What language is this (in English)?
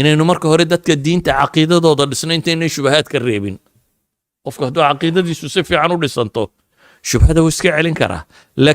Somali